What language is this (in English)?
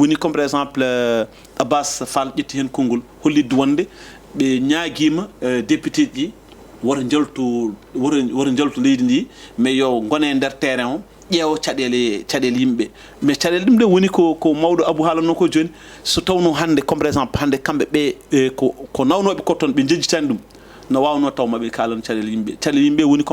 Fula